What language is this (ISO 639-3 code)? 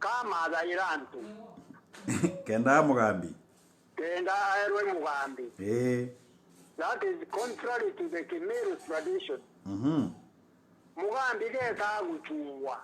mer